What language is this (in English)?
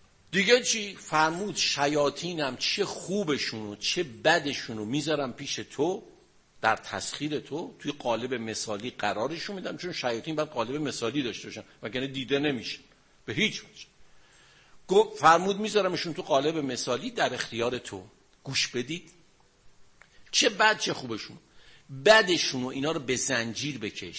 Persian